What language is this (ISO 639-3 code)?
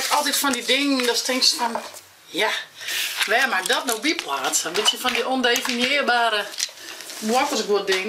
fry